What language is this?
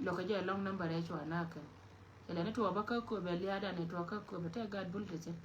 Nuer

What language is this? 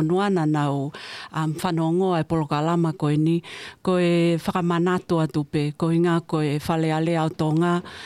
Tongan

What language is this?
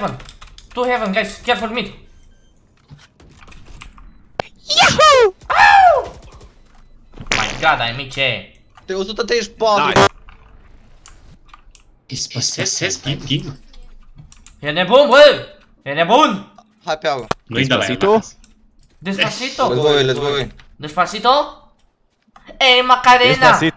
Romanian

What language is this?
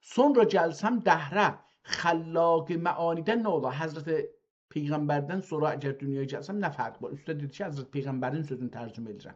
South Azerbaijani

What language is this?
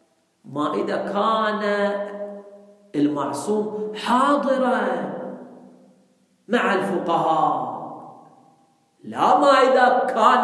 Arabic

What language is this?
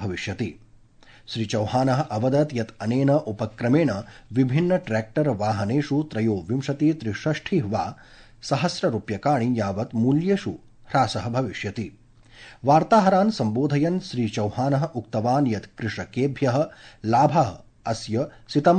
Sanskrit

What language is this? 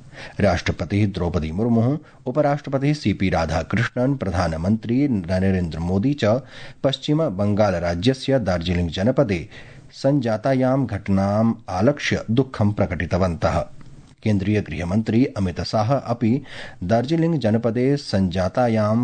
Sanskrit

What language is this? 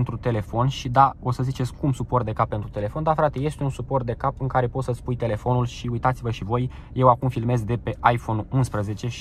Romanian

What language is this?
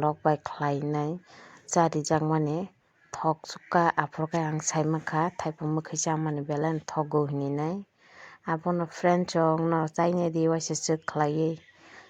Kok Borok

